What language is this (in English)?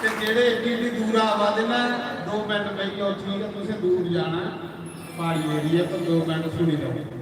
Dogri